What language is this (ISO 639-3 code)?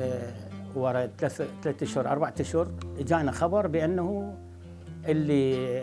acm